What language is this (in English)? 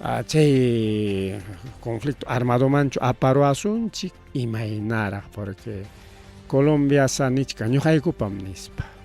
Ayacucho Quechua